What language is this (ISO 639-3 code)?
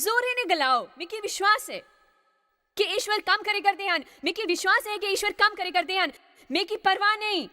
doi